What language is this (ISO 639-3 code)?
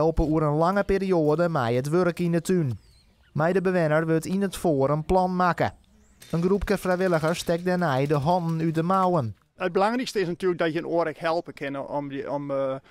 fry